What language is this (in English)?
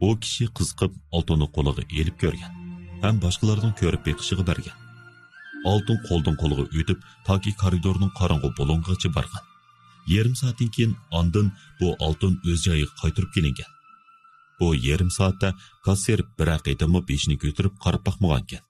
Uyghur